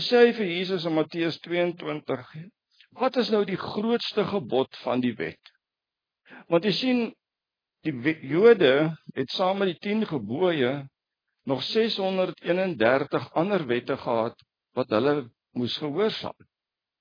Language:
Afrikaans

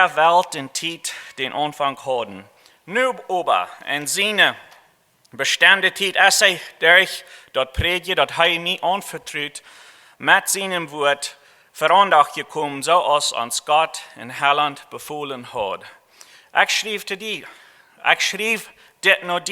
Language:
Plautdietsch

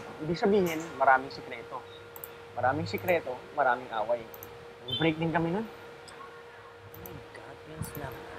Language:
Filipino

